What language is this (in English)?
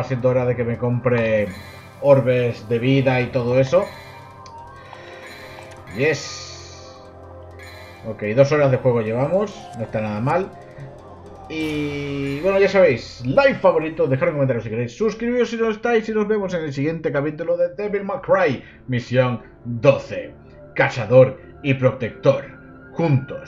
Spanish